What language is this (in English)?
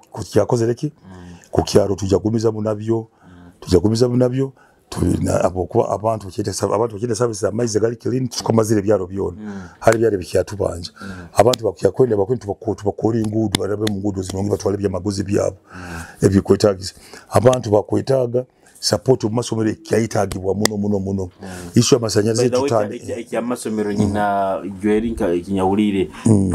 Nyoro